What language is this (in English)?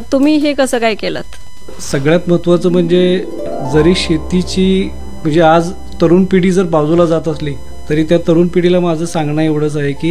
Marathi